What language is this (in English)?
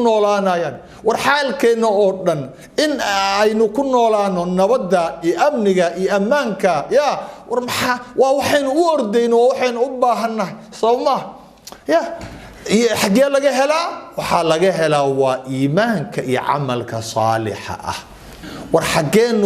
Somali